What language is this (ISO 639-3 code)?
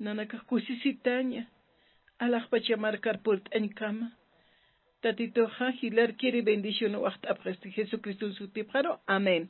aym